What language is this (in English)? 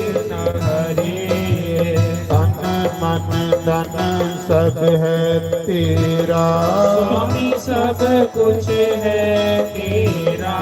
Dogri